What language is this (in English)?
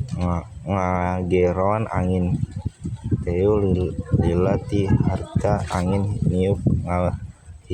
Sundanese